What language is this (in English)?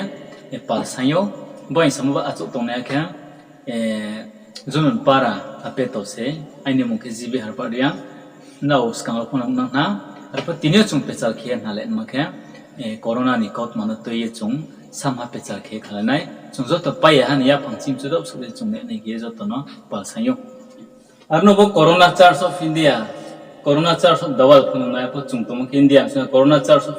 Riang (India)